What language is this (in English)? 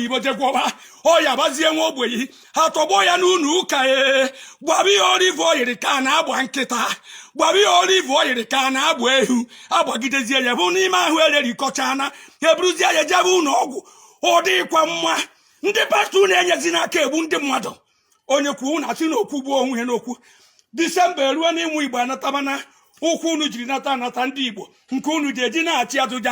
Igbo